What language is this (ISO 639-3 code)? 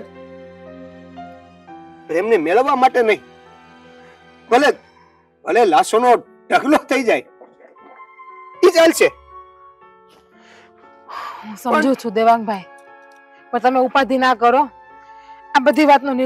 guj